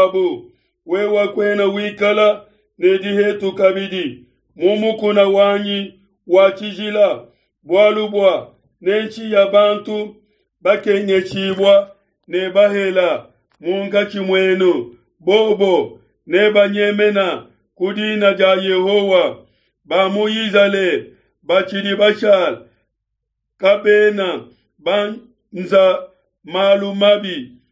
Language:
Luba-Lulua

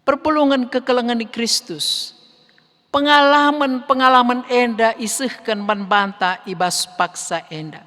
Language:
Batak Karo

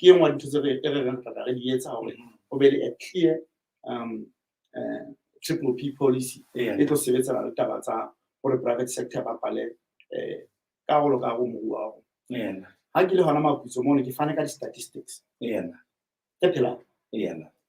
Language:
Southern Sotho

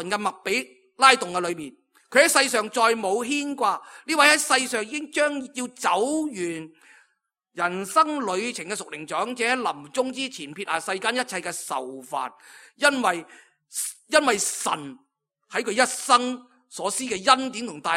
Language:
Cantonese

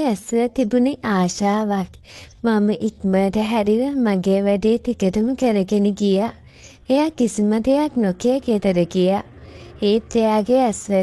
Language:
Sinhala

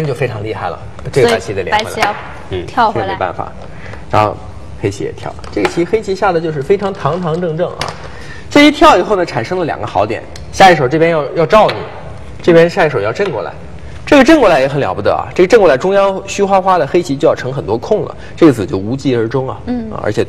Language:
Chinese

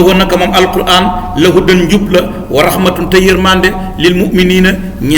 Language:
Wolof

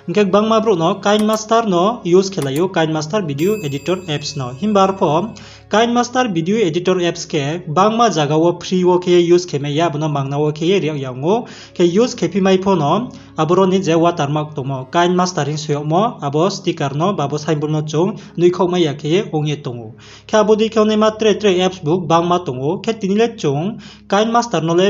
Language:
Riang (India)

